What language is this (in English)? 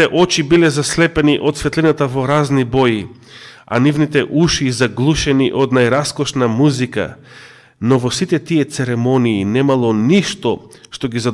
Macedonian